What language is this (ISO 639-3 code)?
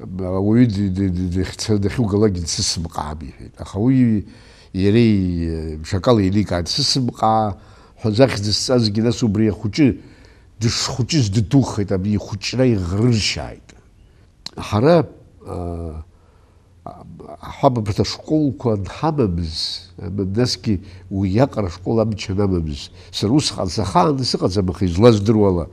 abk